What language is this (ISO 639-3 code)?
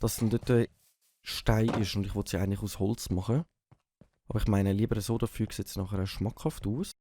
gsw